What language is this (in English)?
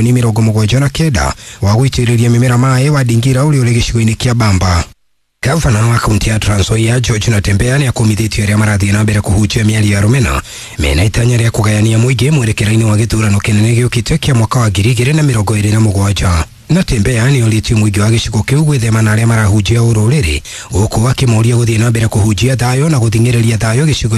Kikuyu